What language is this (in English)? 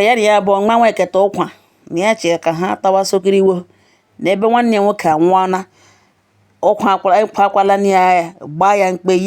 Igbo